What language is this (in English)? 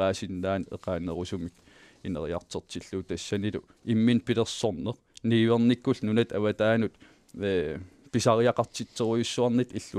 Kalaallisut